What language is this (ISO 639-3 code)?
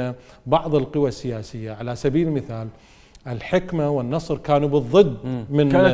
acm